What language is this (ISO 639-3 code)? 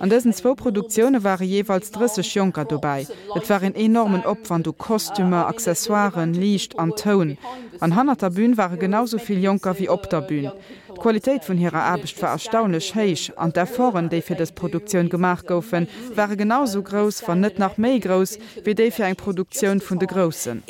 ltz